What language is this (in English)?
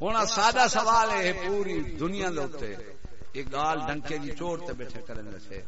Saraiki